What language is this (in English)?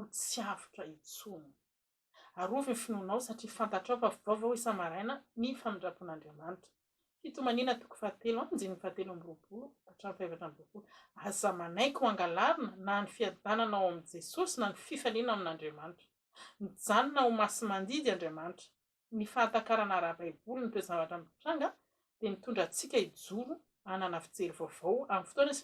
Malagasy